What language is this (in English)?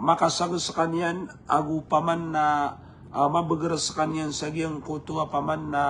Maranao